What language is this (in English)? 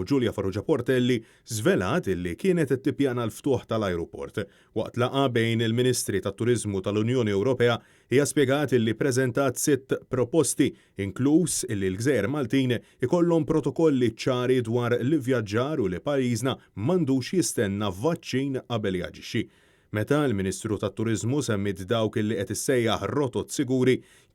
Maltese